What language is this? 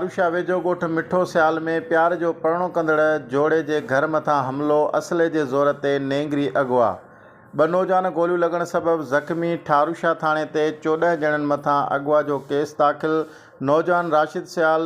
Sindhi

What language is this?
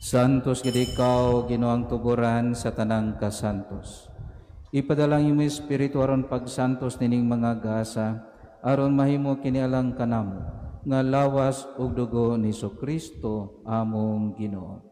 Cebuano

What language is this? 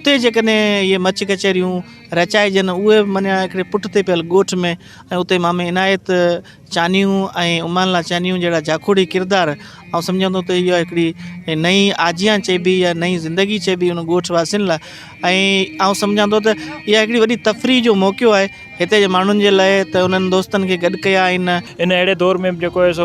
Sindhi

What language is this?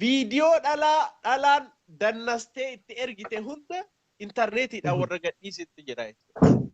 Oromo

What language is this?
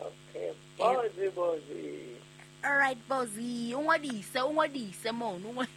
Southern Sotho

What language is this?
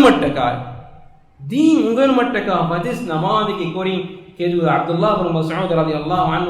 Divehi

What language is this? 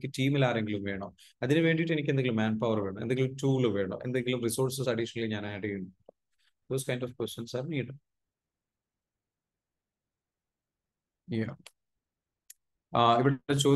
Malayalam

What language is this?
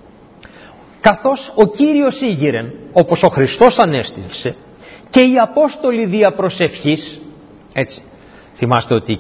Greek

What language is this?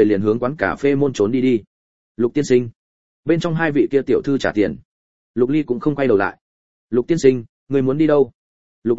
Vietnamese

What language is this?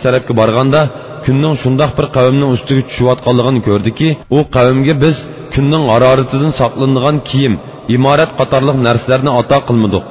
Uyghur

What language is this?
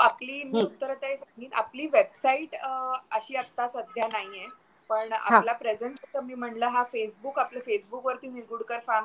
Marathi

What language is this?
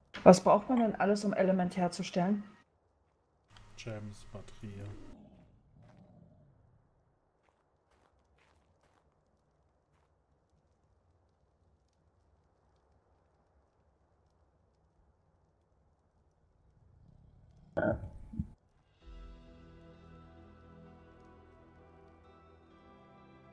German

